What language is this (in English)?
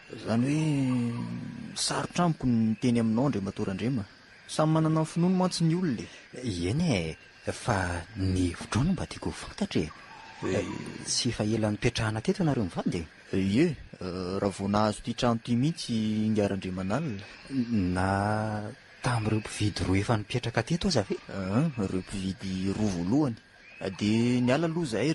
Malagasy